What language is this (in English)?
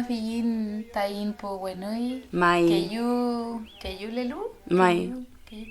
Mapuche